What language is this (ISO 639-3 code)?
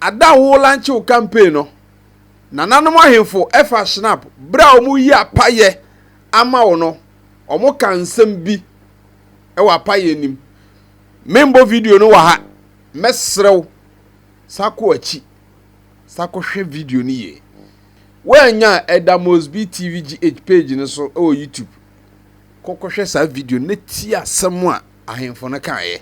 aka